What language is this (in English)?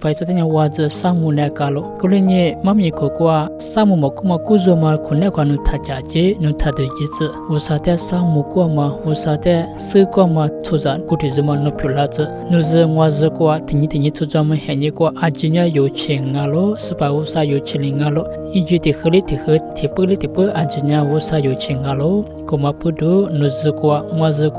Lisu